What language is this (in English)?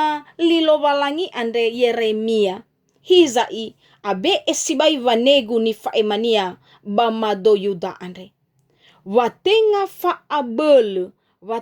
Nias